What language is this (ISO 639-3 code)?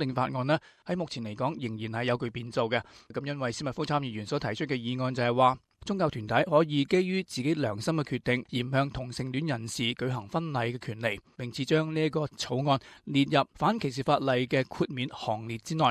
yue